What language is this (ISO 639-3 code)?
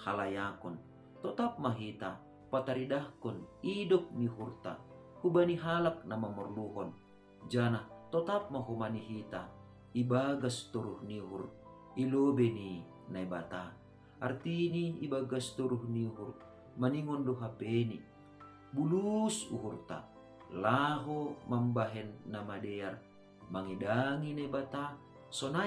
bts